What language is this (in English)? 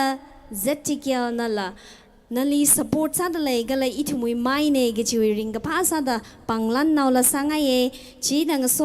Tangkhul Naga (India)